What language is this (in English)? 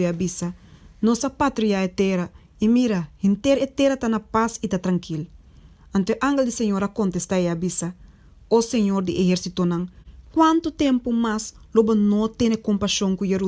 Papiamento